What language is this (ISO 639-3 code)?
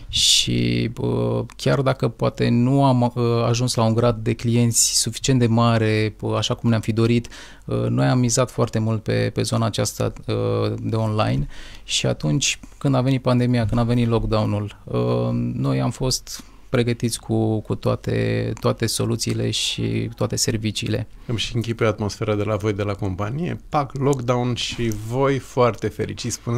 ron